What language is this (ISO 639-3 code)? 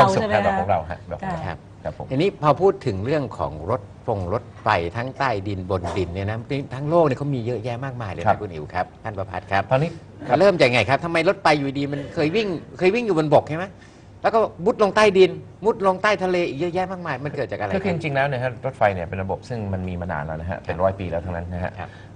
tha